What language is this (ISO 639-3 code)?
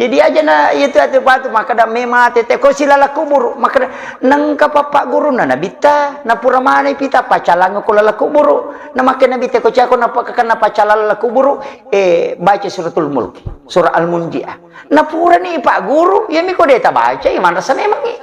bug